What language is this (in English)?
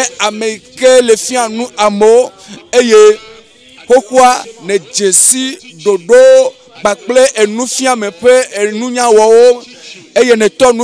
Ewe